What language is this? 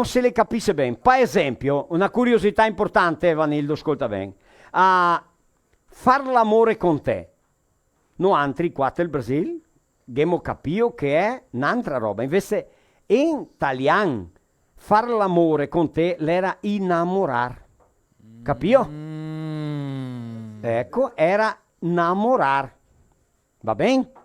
Venetian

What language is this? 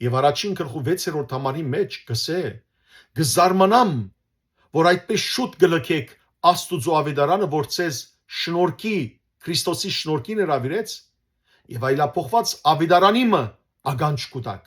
Western Armenian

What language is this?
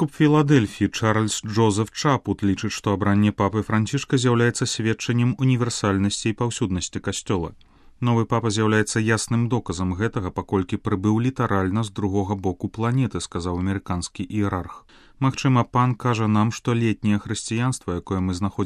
Belarusian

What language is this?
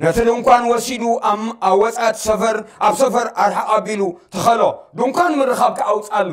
Tigrinya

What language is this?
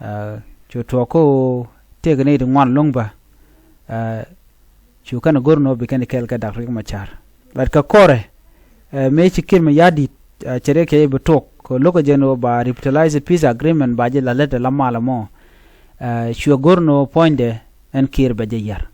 Nuer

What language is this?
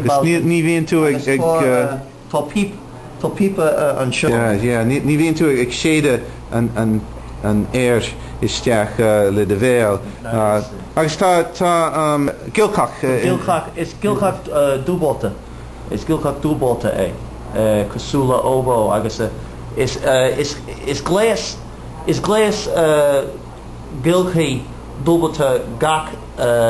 Irish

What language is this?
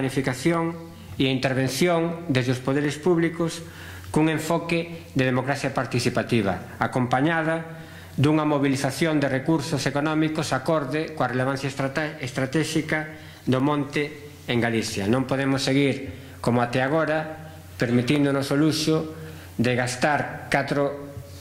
Galician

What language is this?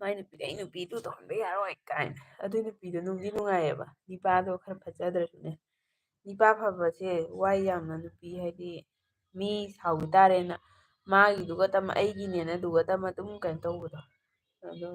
Manipuri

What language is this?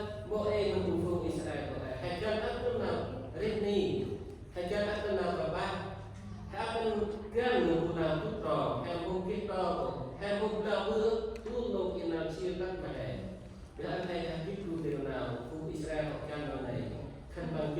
Central Mnong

